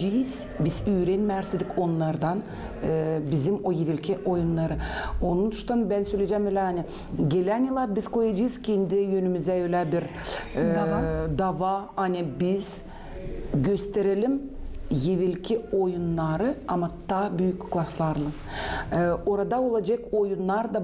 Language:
Gagauz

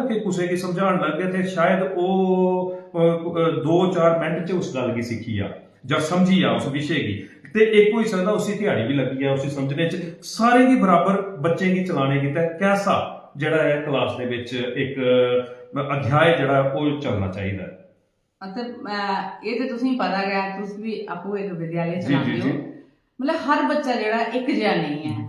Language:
Dogri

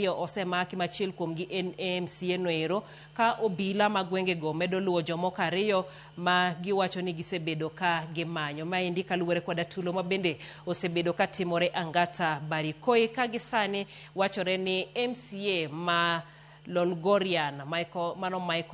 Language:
Luo (Kenya and Tanzania)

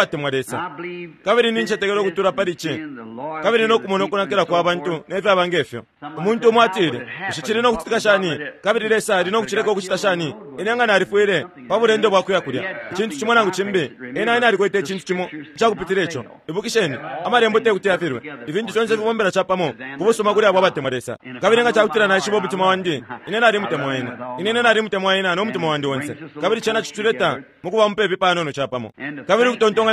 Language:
Bemba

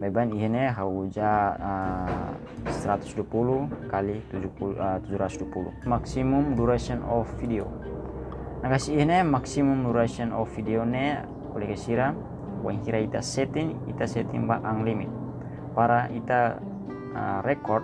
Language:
Tetum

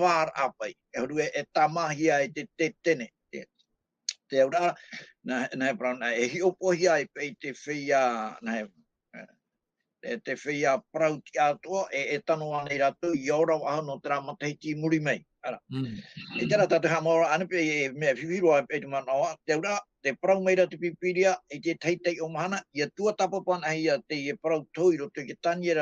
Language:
Tahitian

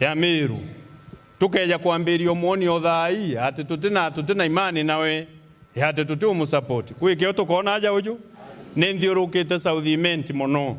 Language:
Meru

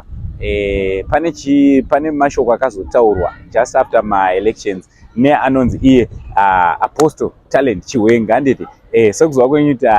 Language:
Shona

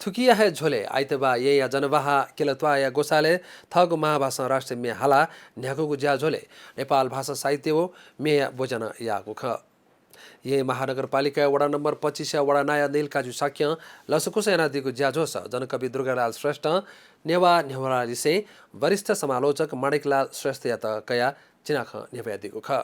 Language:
Newari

